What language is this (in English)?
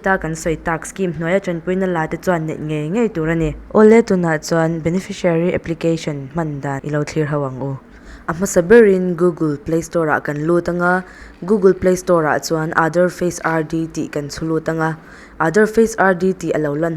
Mizo